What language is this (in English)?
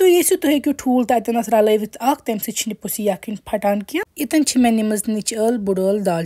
Kashmiri